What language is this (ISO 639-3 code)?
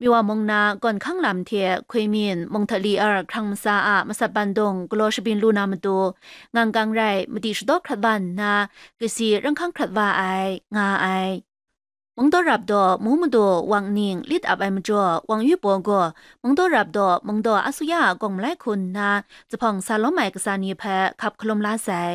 kac